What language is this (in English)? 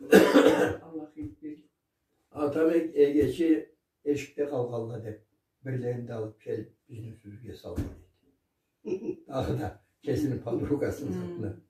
Karachay-Balkar